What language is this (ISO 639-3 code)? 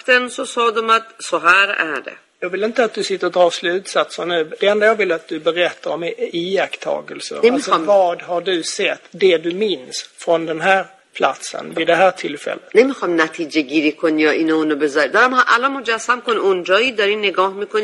swe